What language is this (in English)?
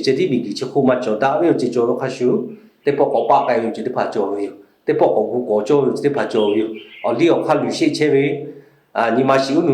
Lahu